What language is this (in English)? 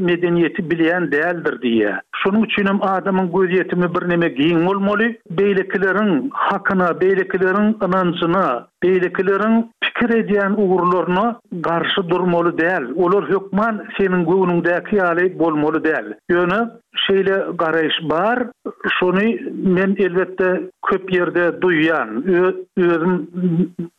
Turkmen